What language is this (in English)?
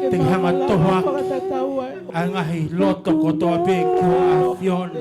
Tongan